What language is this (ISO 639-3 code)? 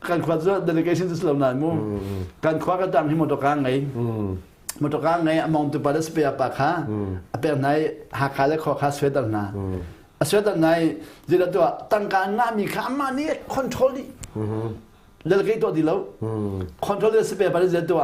cnh